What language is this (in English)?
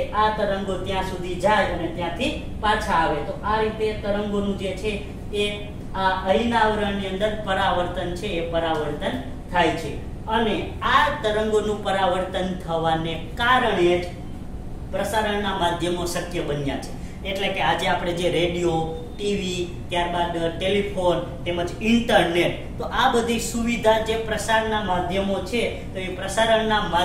Gujarati